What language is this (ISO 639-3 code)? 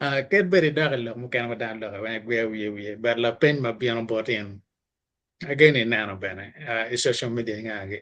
ach